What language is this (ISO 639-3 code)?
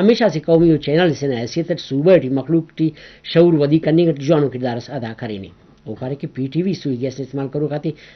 brh